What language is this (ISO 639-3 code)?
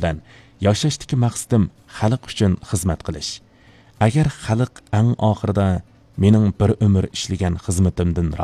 uig